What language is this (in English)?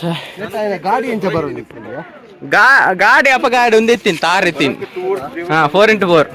Tulu